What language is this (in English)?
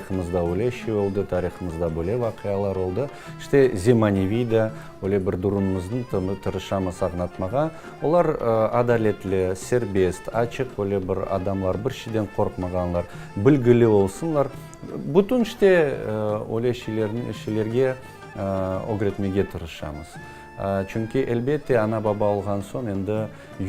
Crimean Tatar